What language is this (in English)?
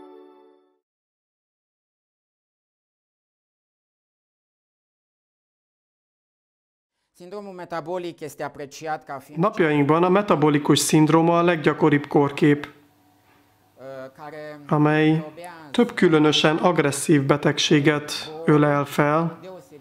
Hungarian